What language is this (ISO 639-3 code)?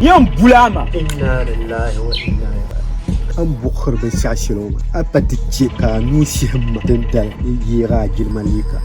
dag